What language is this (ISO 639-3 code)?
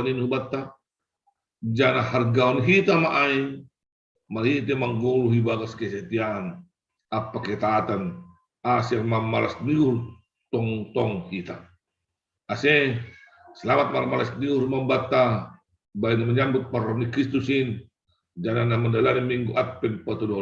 bts